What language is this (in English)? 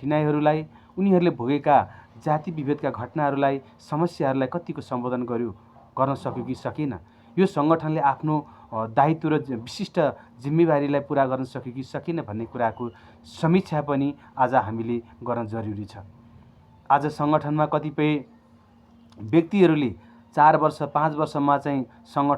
Nepali